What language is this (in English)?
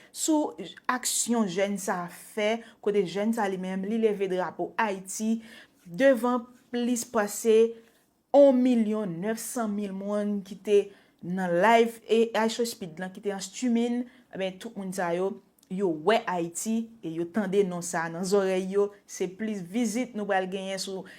Haitian Creole